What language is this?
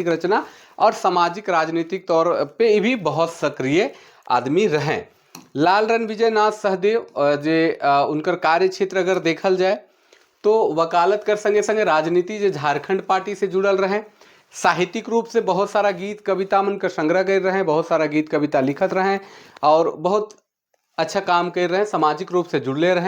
Sadri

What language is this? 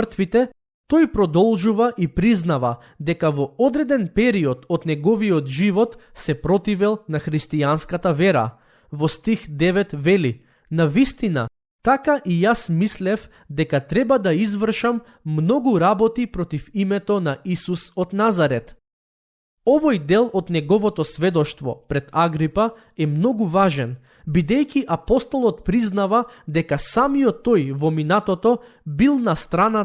Macedonian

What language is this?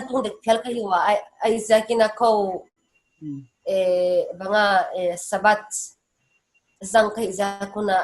Paite Chin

